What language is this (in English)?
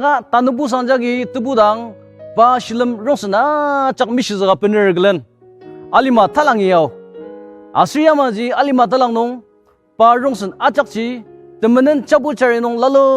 Ao Naga